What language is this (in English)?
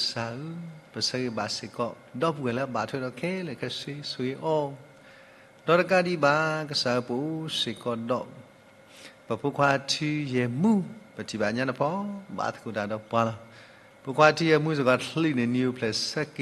S'gaw Karen